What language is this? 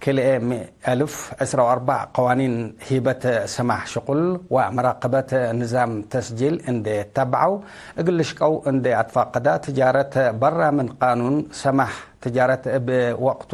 Tigre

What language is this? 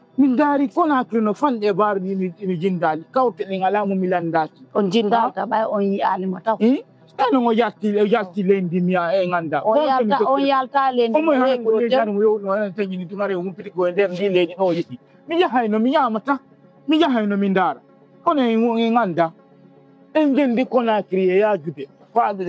Fula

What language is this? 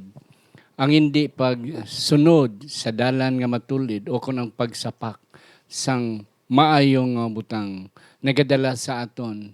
Hiligaynon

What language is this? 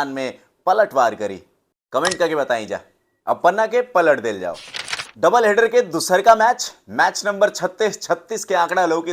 Bhojpuri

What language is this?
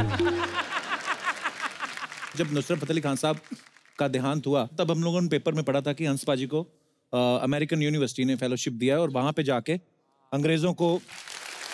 Hindi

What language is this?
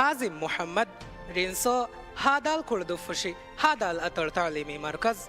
Divehi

